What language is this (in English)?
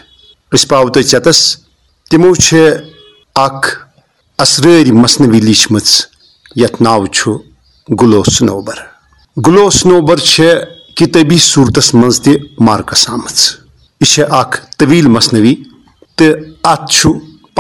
Kashmiri